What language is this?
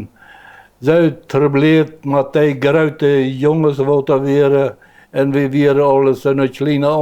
Plautdietsch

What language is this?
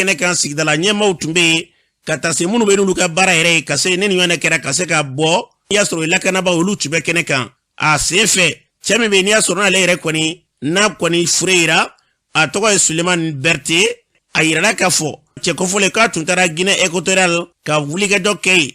Bambara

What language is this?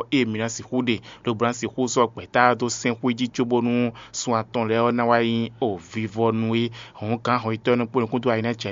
Fon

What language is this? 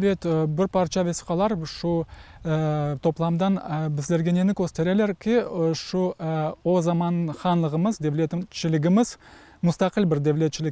Crimean Tatar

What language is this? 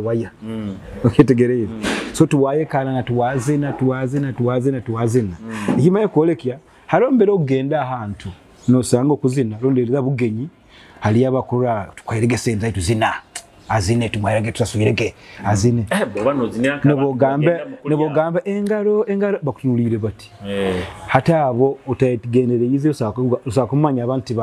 Nyoro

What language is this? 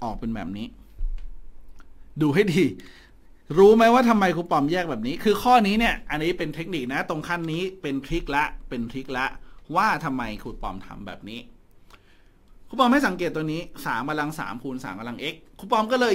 Thai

